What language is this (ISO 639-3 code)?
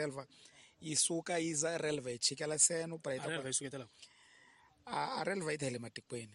tso